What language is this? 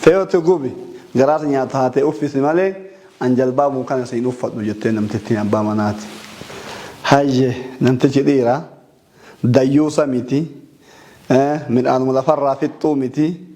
Oromo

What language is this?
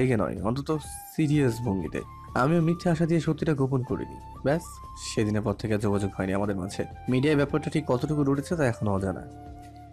Bangla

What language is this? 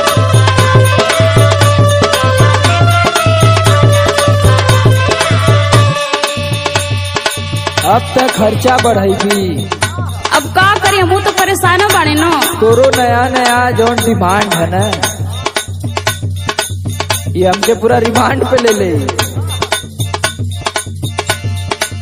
Bhojpuri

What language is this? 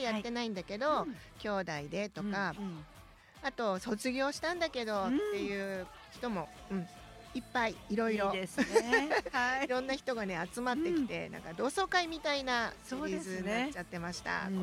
Japanese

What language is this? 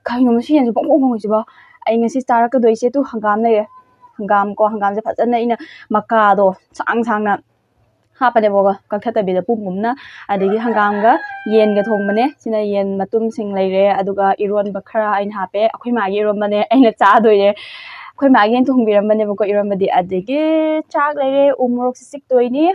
Manipuri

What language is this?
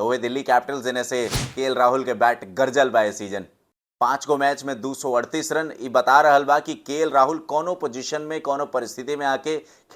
Bhojpuri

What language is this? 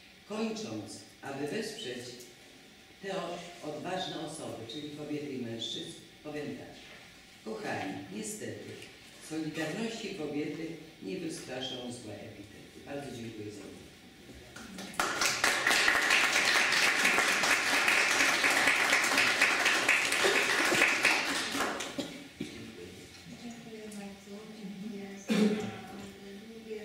Polish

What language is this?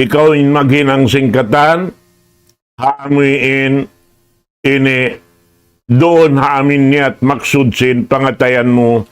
Tausug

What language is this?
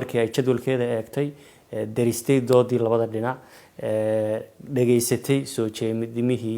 Somali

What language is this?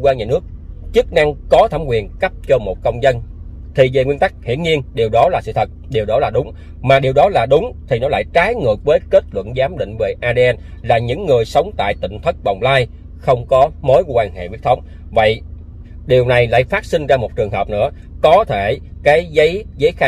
Vietnamese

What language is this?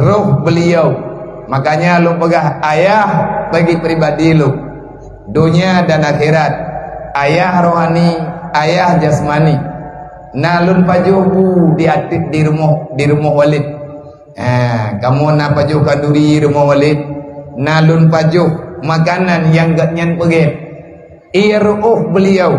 Achinese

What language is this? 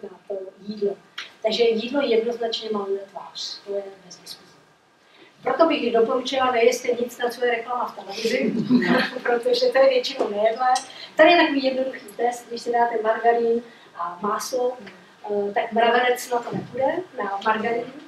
Czech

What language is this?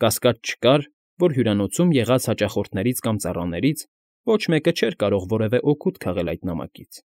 Armenian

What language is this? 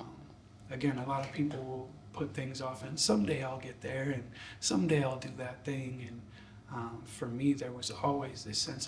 English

